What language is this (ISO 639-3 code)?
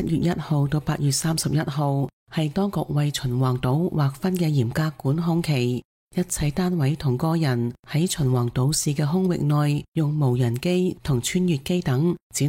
yue